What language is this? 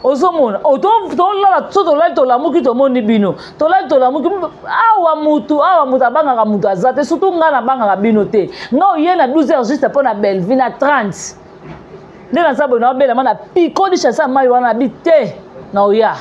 Lingala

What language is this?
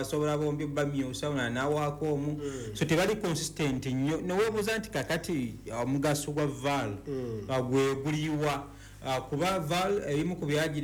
Ganda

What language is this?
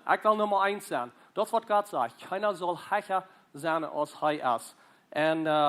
Plautdietsch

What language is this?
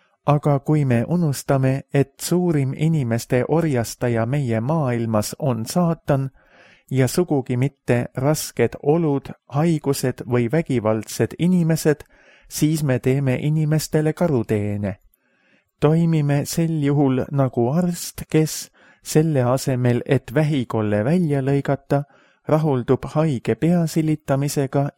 Estonian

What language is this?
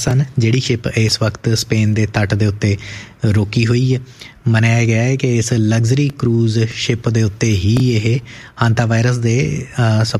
Punjabi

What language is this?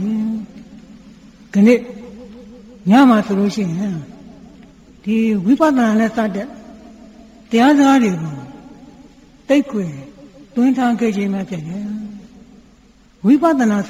Burmese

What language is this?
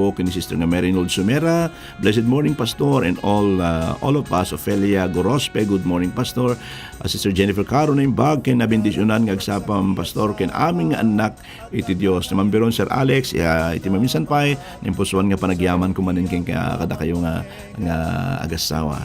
Iloko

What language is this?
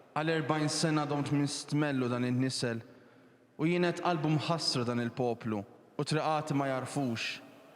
Maltese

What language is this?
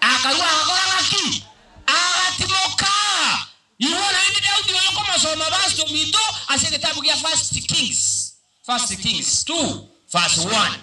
Gusii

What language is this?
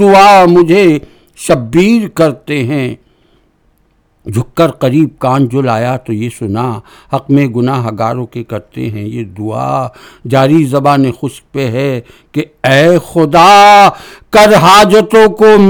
Urdu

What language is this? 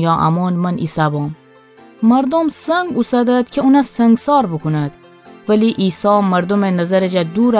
Gilaki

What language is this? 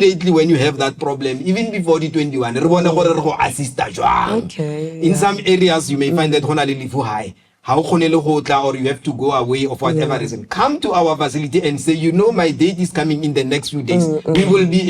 Tswana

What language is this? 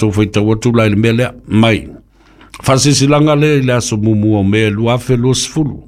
Samoan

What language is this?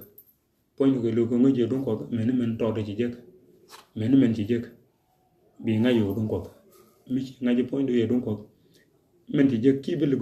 Nuer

